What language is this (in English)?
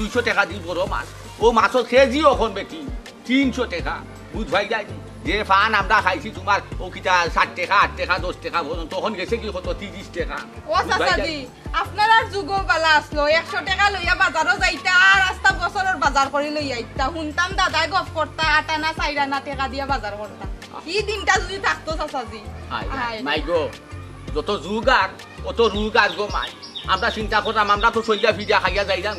Sylheti